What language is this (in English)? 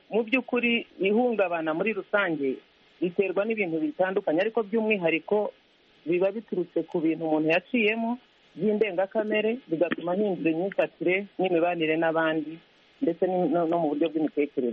Kinyarwanda